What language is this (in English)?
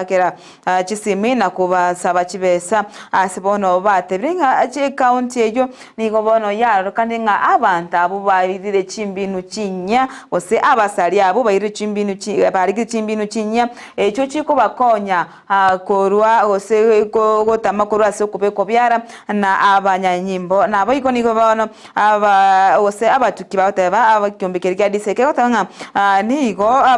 Gusii